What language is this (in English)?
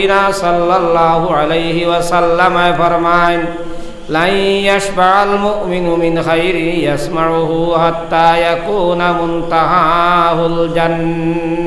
Sylheti